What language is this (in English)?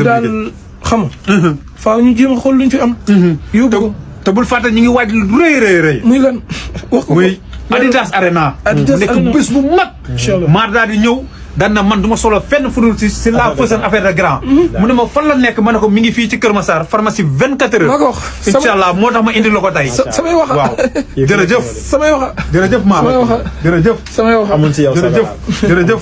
Wolof